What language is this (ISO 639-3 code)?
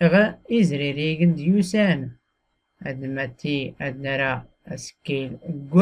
shi